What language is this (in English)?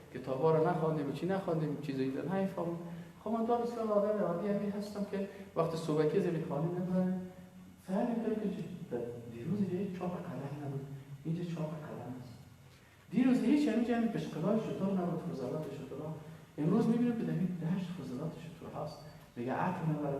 Persian